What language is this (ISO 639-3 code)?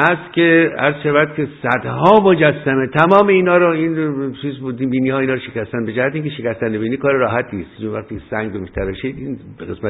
fas